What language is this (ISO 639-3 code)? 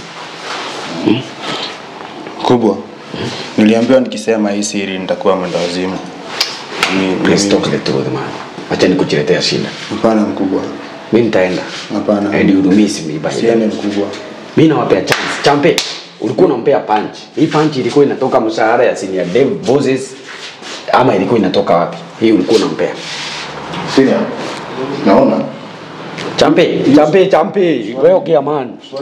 swa